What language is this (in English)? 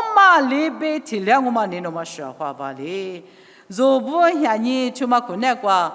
Lisu